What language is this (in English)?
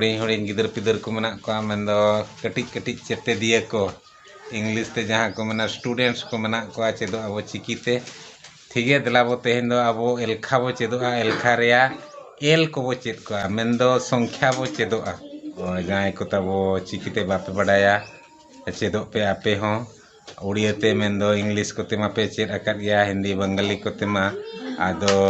Santali